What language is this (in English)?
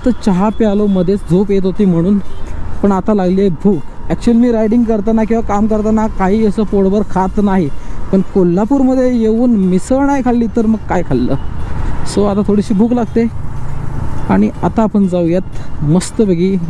Marathi